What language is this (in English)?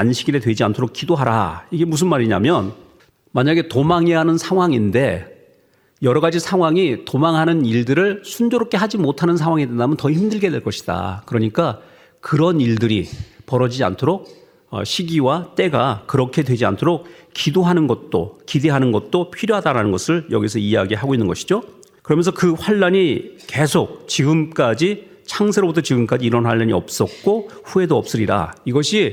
Korean